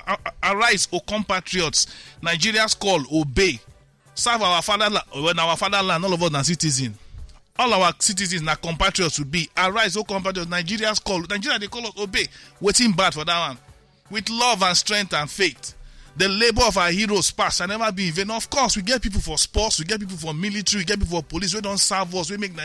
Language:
Nigerian Pidgin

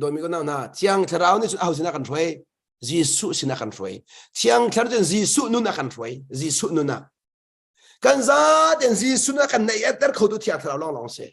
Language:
Hakha Chin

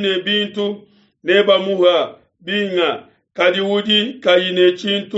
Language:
Luba-Lulua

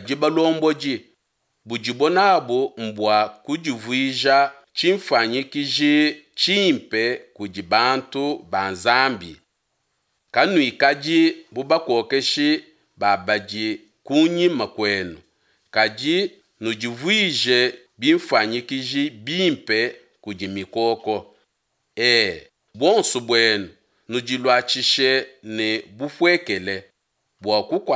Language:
Luba-Lulua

